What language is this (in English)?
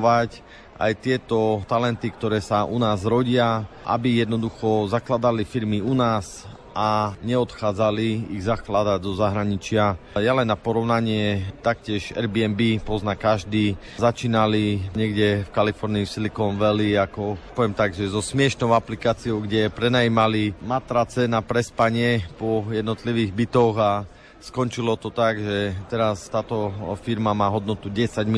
Slovak